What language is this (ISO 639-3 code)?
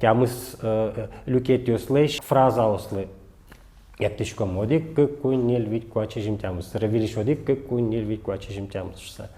udm